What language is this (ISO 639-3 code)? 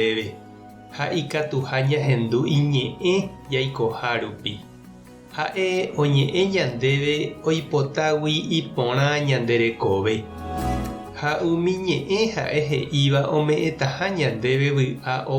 grn